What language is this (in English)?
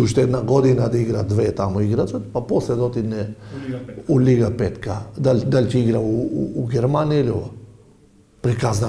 Macedonian